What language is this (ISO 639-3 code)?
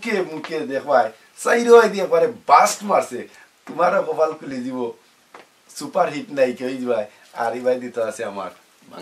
syl